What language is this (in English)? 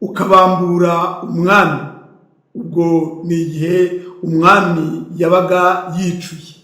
Kinyarwanda